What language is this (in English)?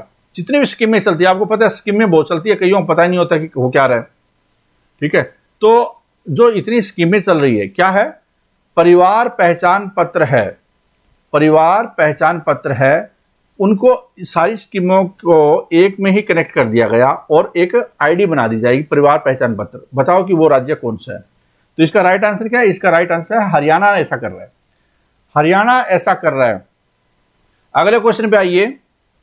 Hindi